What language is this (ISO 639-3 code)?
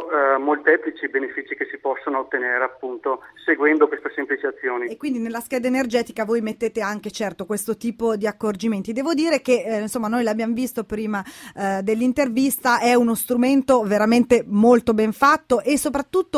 ita